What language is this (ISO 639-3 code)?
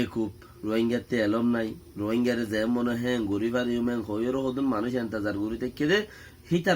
rhg